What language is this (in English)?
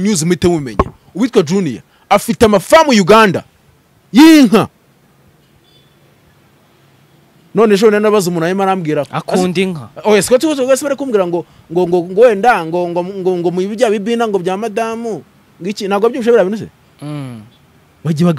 Kinyarwanda